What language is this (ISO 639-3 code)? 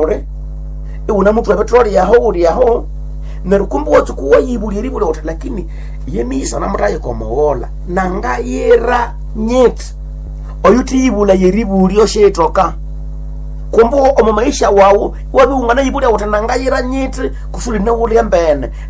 nnb